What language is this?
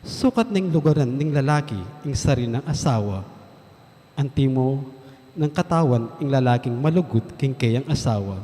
Pampanga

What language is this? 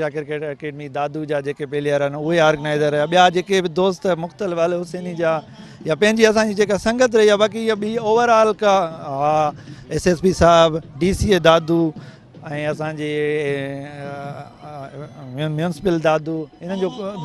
Sindhi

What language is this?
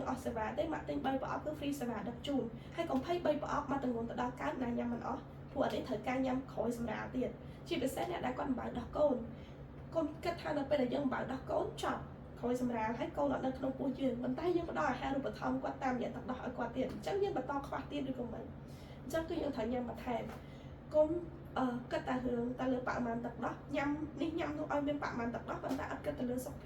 Khmer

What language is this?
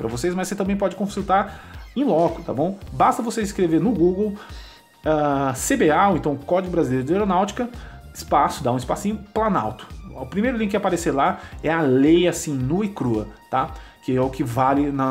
Portuguese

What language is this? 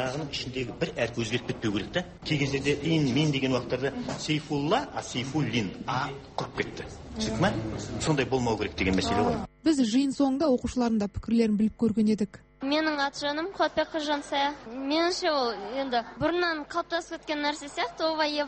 Kazakh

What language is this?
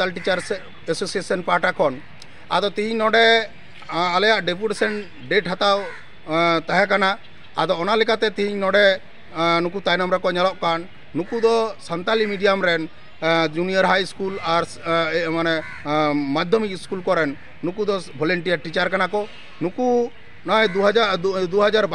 Santali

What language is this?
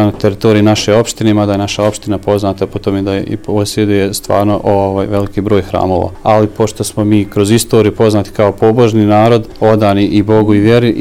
Serbian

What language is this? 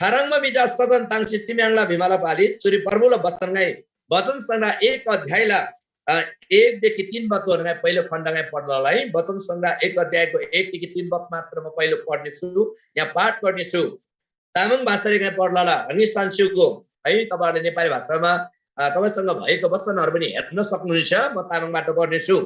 Eastern Tamang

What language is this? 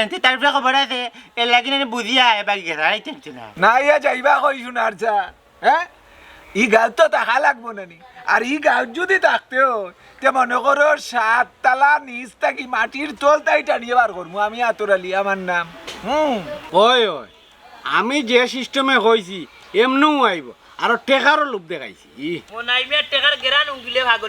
Sylheti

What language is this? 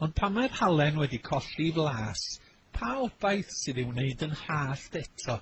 Welsh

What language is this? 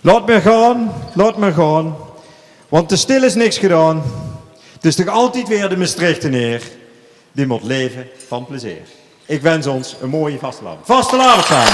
Limburgish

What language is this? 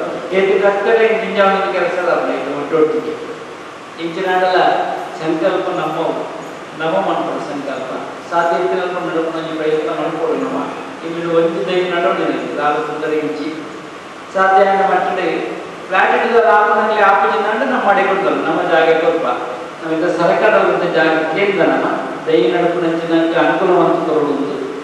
Kannada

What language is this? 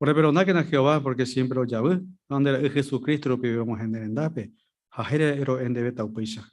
Guarani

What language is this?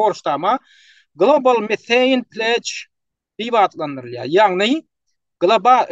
Turkmen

